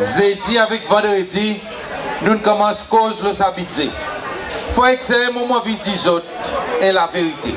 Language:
Seselwa Creole French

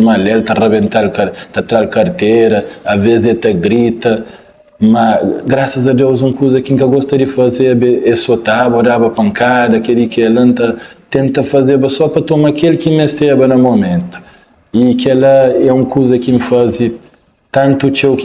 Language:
Kabuverdianu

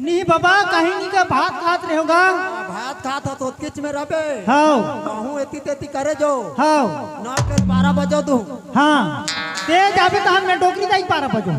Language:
Chhattisgarhi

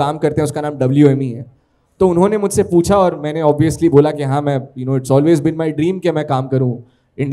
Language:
Hindi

